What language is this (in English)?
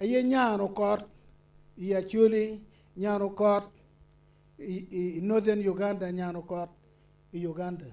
Acoli